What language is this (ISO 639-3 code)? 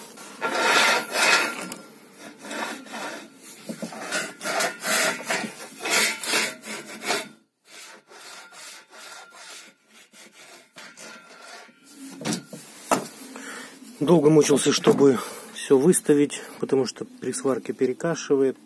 rus